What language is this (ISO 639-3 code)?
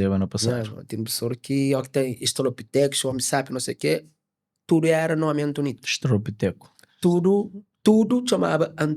kea